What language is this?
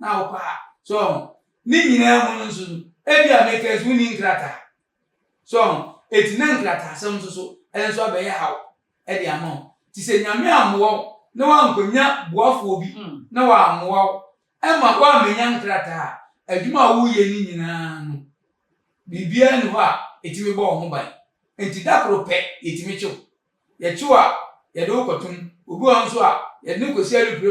Akan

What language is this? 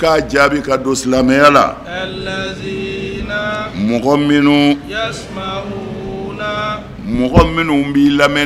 Bambara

